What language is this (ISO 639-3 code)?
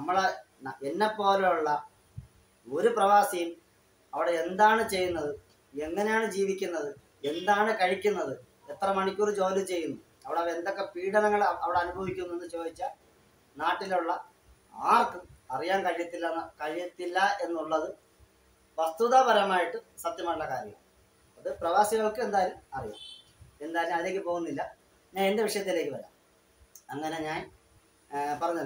mal